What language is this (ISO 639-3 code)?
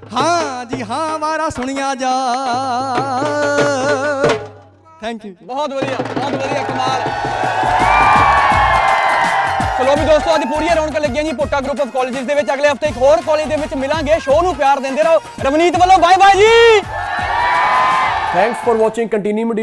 pan